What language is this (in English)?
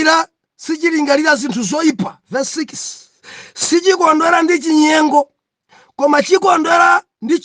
Nyanja